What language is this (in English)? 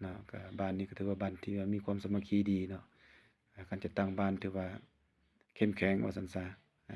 Lao